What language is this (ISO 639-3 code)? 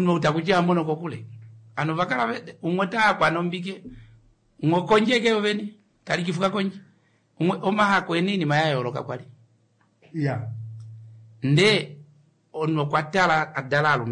kua